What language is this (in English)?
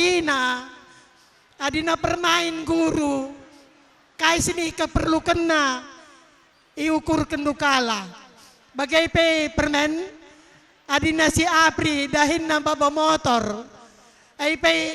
Batak Karo